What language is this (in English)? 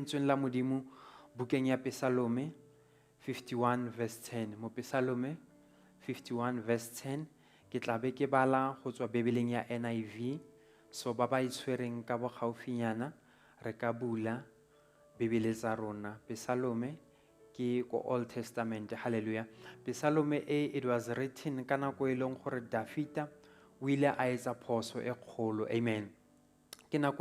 Southern Sotho